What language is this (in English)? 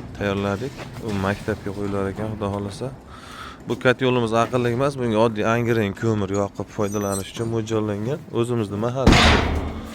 Uzbek